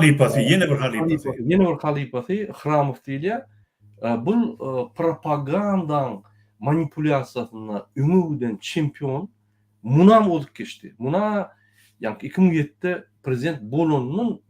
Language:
Turkmen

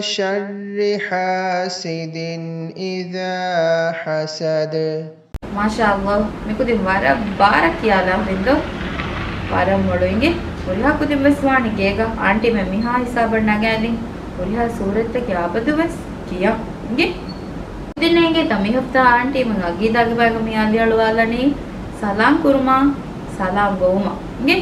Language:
Divehi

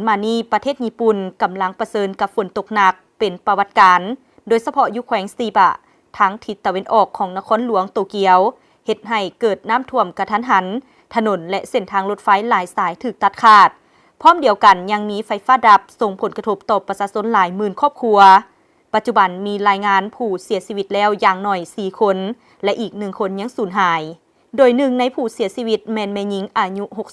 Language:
Lao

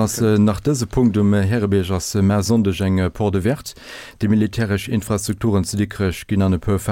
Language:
Luxembourgish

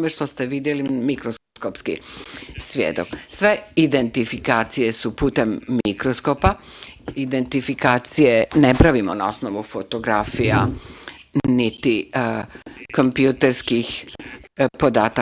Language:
Serbian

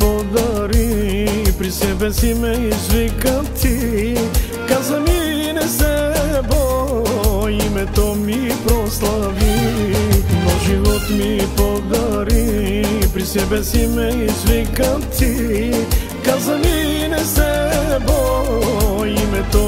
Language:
Bulgarian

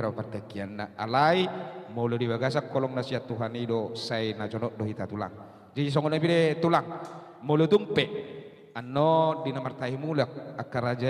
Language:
Batak Toba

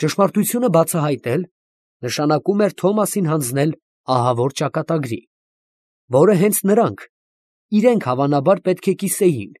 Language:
Armenian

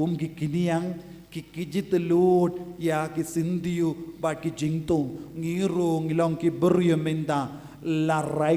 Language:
Khasi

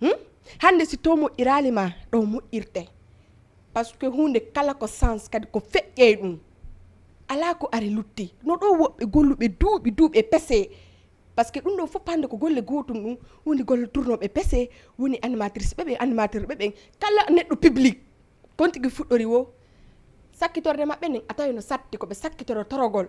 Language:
Fula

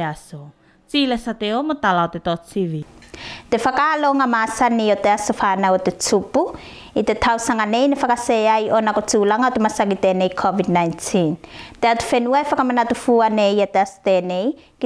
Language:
Tuvalu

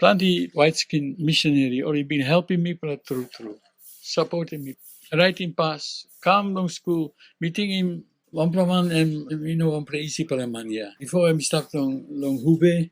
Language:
Tok Pisin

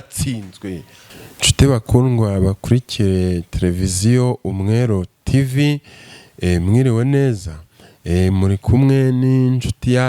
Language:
Kinyarwanda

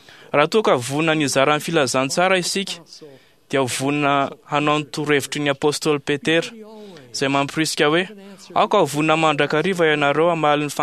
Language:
Malagasy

